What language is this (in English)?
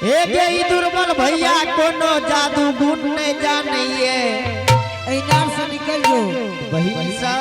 Angika